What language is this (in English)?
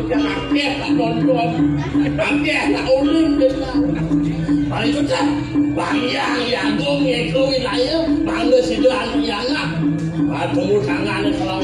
Balinese